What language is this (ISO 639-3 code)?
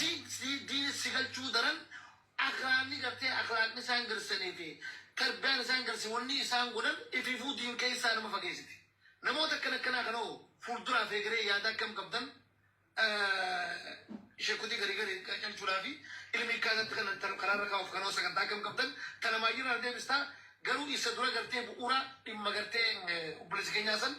orm